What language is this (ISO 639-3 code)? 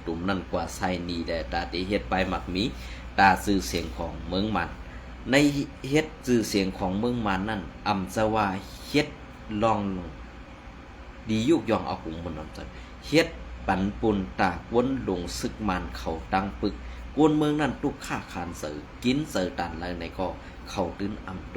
shn